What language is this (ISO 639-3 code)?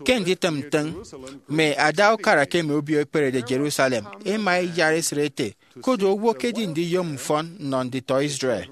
efi